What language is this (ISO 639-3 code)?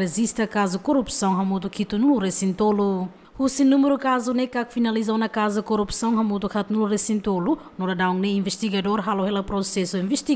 tet